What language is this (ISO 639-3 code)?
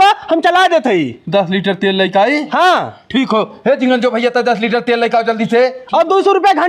bho